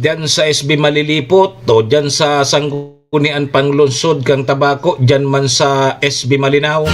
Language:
Bikol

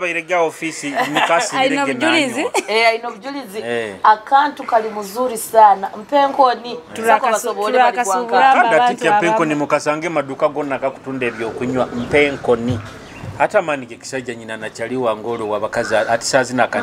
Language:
Nyoro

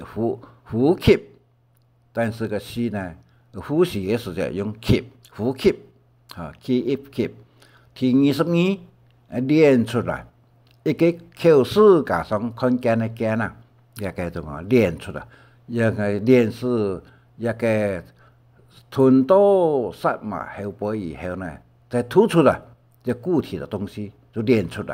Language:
Hakka Chinese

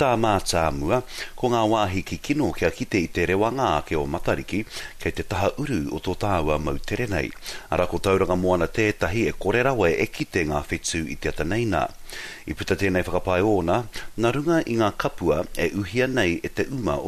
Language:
Māori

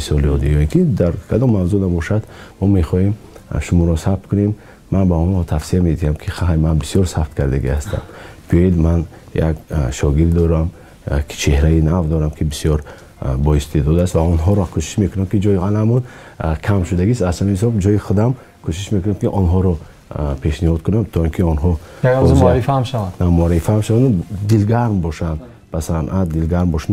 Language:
Tajik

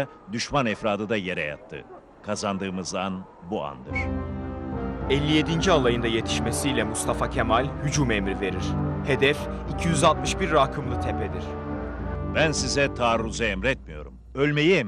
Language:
Turkish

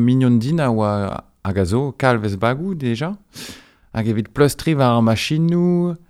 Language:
Breton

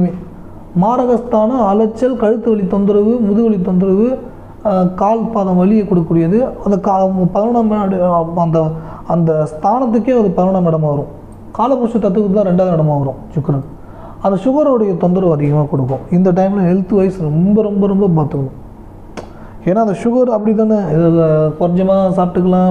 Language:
Tamil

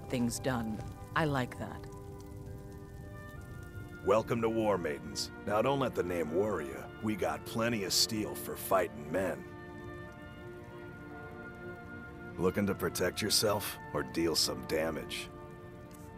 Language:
English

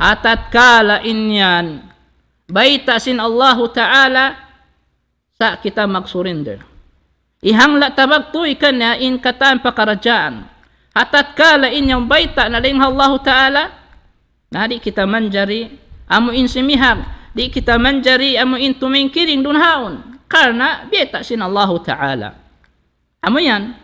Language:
Tausug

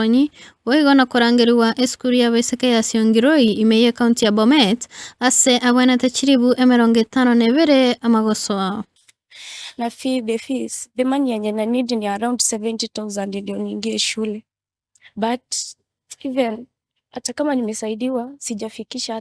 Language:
Gusii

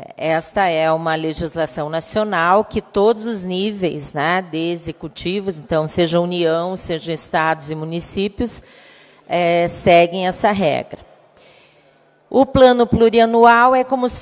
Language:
Portuguese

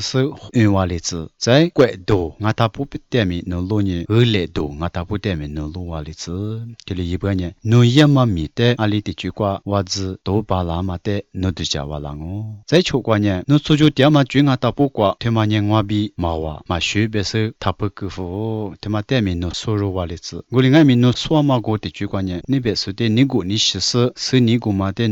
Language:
Lisu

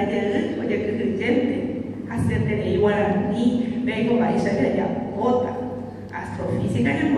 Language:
Guarani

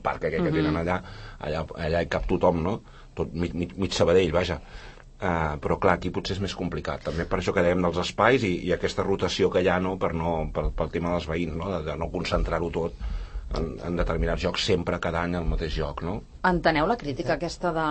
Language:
Catalan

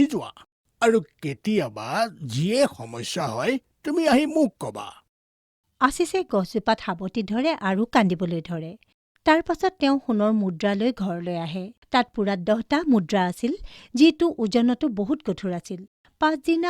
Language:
Assamese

